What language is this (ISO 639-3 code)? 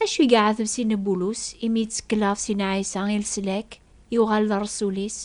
kab